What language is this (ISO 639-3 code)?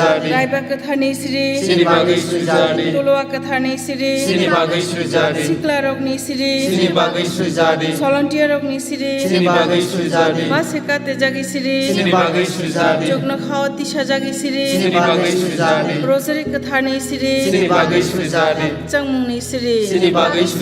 trp